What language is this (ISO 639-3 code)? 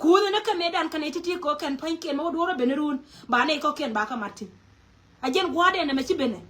nus